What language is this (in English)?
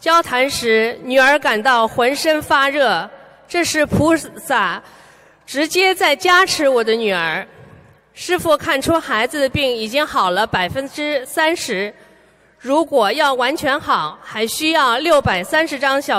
Chinese